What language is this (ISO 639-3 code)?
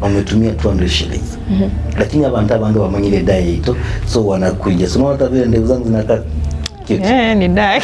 guz